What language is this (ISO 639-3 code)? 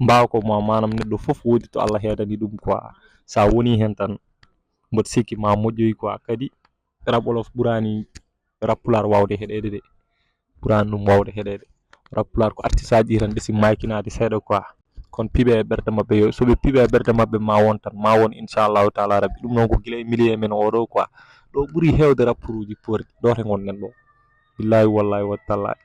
ful